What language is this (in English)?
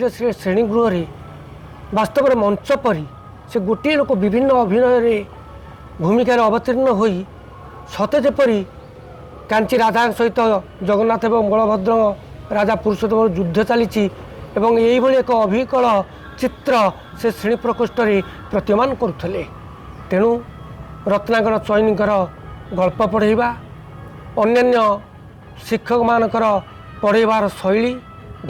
Odia